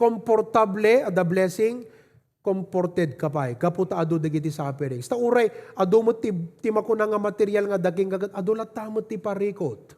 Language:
Iloko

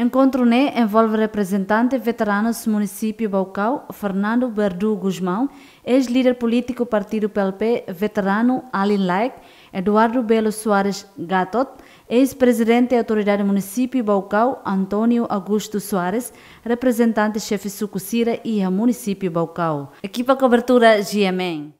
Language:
Tetum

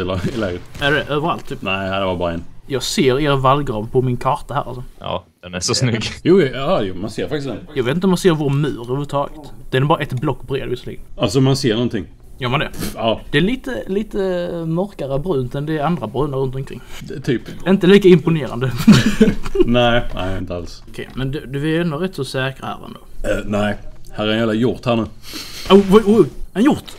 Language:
Swedish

